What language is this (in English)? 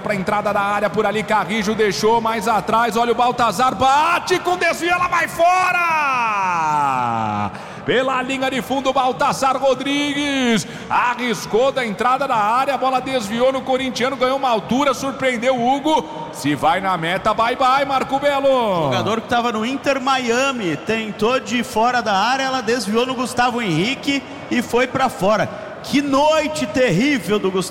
Portuguese